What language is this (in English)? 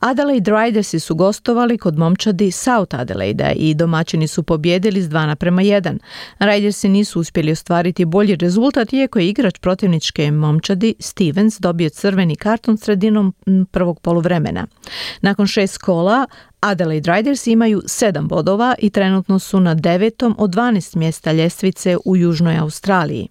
Croatian